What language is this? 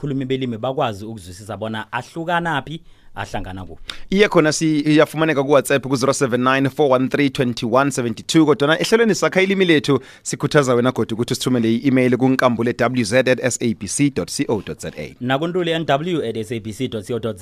South Ndebele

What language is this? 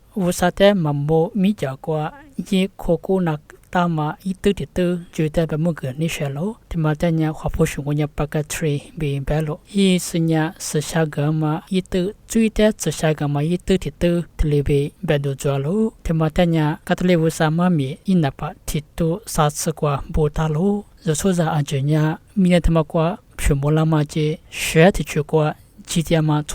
Lisu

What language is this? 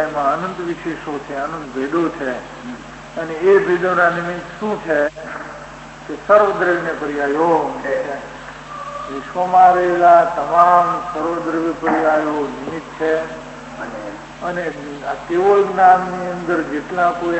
Gujarati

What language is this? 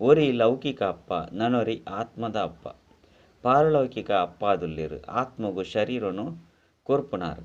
Tulu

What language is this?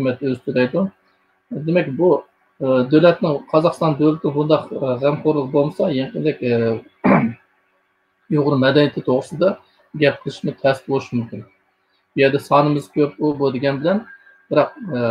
Uyghur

